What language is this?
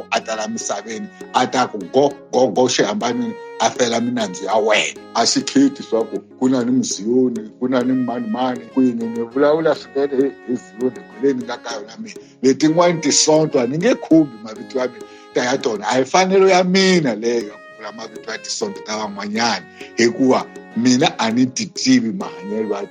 Tsonga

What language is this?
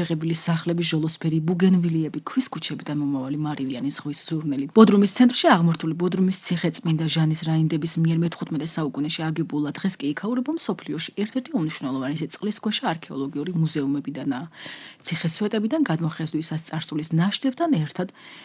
Georgian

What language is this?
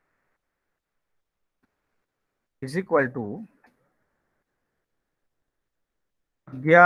Gujarati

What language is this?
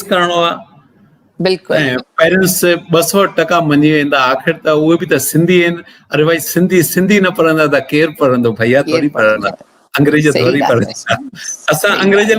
Sindhi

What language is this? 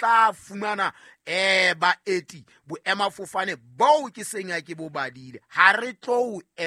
Southern Sotho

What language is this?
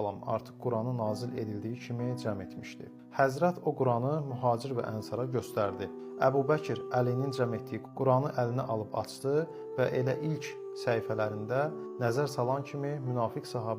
Azerbaijani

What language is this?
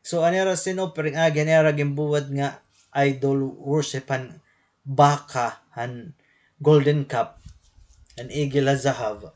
Waray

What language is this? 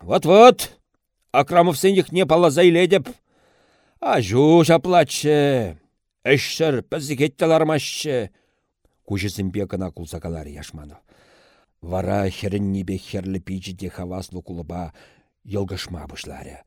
Chuvash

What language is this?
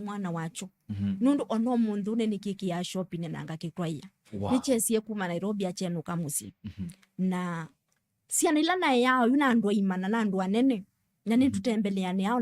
Kamba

